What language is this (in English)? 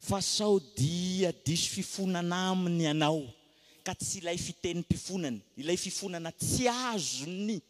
Malagasy